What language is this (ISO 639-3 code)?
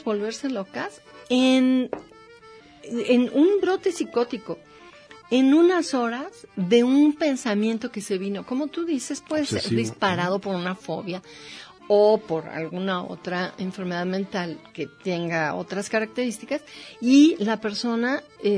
spa